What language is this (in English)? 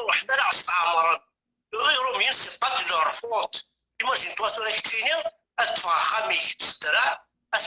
Kabyle